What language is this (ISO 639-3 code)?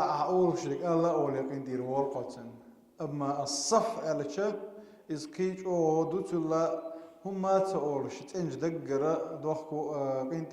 che